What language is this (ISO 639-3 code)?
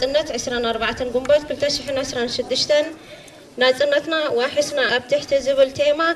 tir